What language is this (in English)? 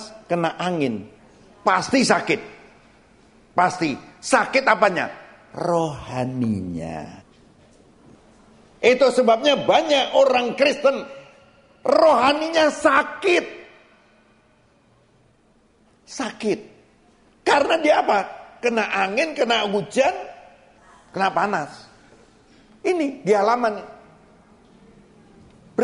Indonesian